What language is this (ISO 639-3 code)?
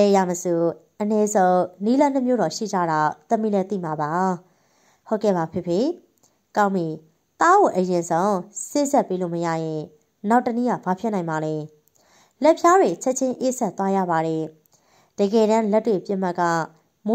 mya